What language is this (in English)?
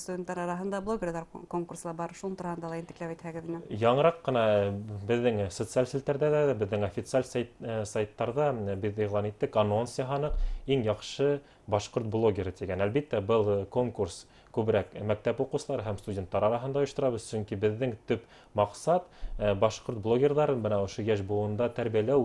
Bashkir